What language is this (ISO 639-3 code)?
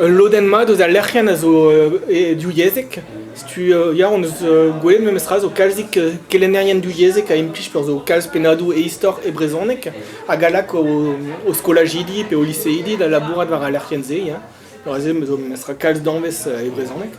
bre